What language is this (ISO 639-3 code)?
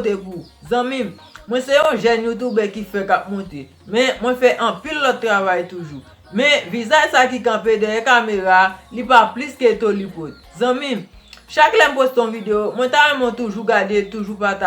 hat